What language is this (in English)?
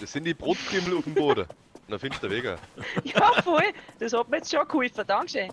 Bavarian